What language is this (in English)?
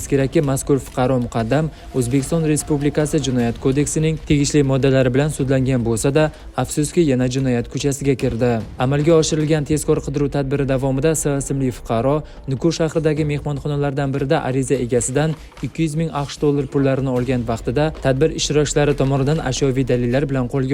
Uzbek